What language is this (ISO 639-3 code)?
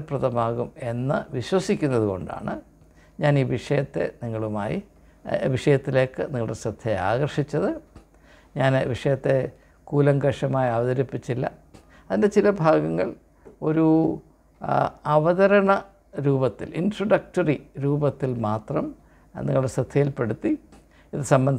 mal